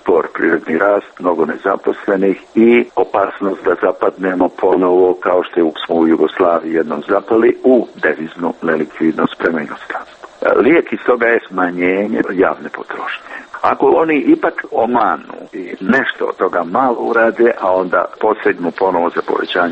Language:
Serbian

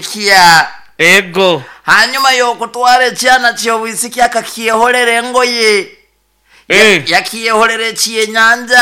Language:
Nyoro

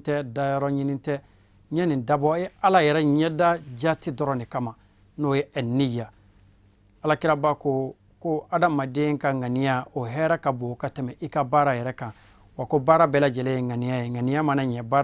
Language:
Bambara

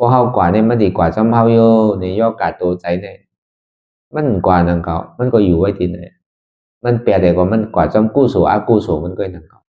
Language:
Shan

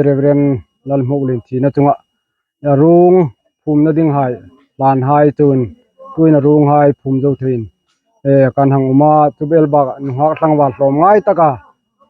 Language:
Hmar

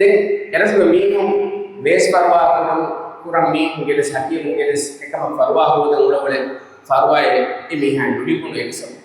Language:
Divehi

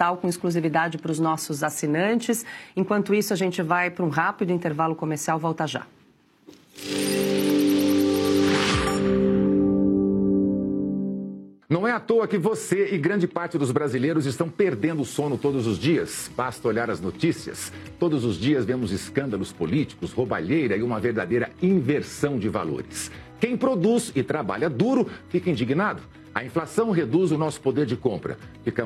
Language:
Portuguese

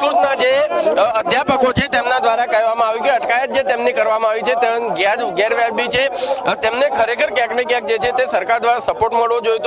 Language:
Gujarati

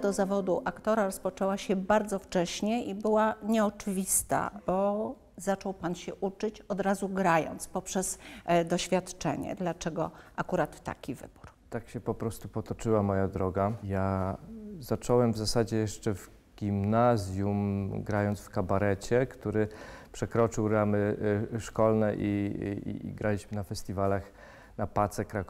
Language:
Polish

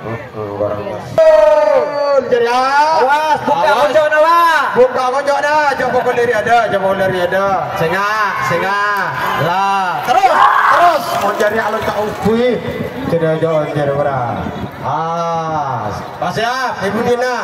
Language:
Madurese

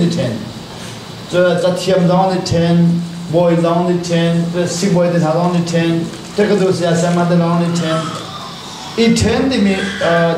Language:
Hakha Chin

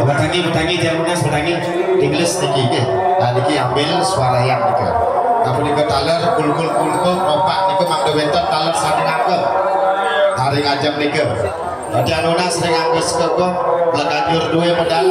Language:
Balinese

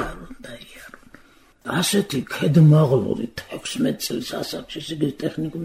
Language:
Georgian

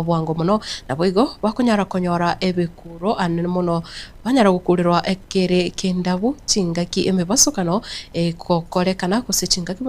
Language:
Gusii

